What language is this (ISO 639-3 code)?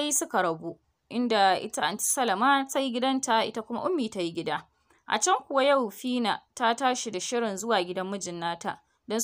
hau